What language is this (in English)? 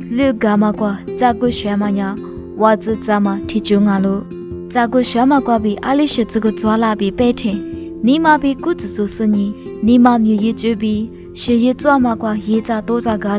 Lisu